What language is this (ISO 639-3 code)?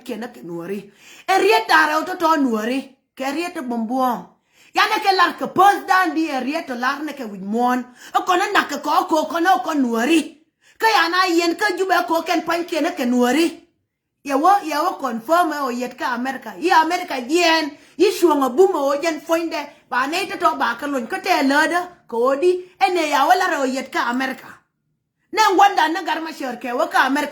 nus